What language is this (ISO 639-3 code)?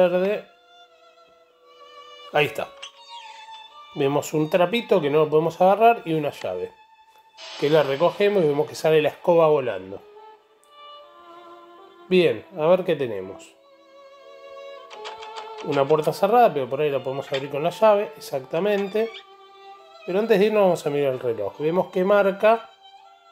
spa